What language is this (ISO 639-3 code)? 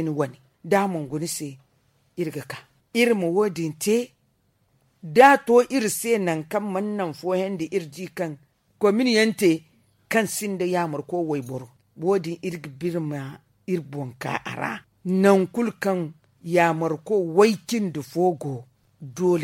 dje